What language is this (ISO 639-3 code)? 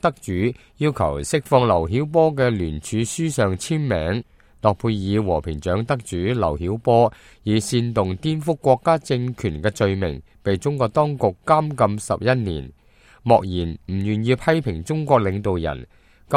yue